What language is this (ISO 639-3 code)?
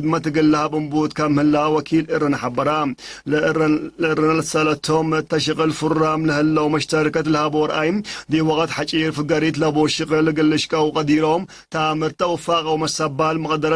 tig